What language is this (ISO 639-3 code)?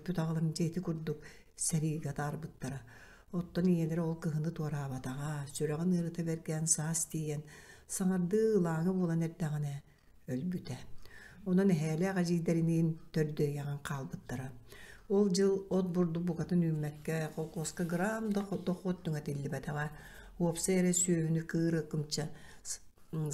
sah